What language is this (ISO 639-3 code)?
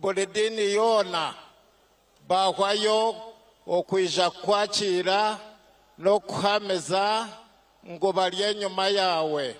nyn